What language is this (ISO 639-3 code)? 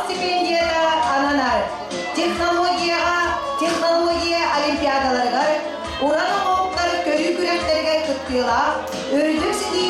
sah